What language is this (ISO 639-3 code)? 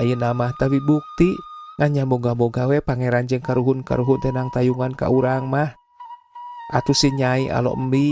sun